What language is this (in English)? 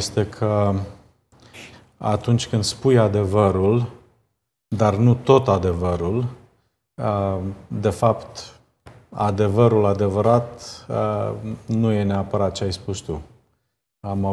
Romanian